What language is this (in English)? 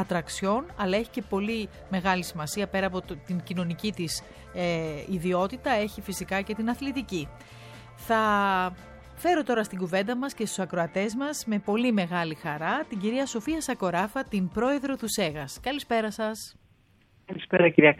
Greek